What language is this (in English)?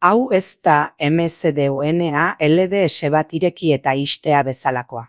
Basque